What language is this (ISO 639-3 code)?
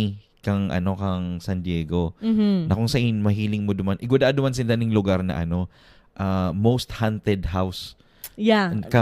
bik